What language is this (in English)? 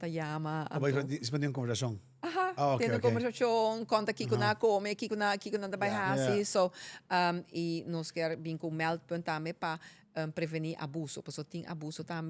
Papiamento